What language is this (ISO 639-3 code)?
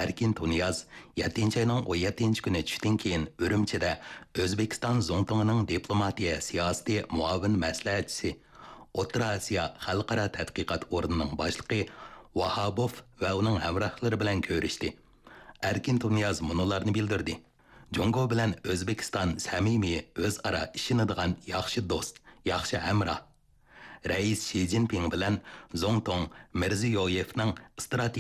uig